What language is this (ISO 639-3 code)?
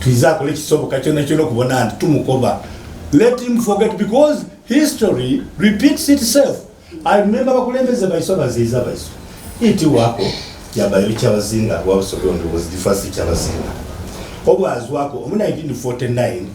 xog